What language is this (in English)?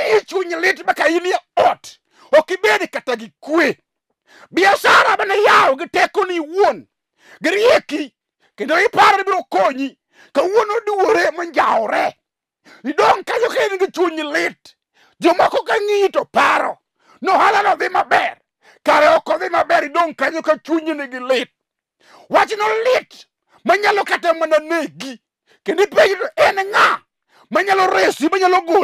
Luo (Kenya and Tanzania)